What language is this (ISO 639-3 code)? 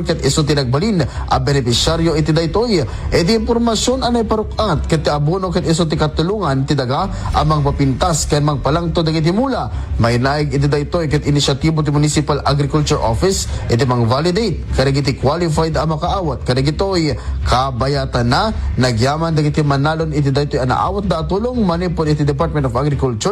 ilo